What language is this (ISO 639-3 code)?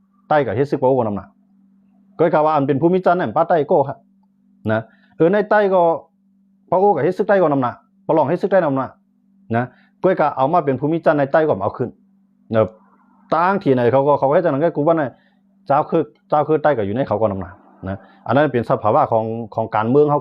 shn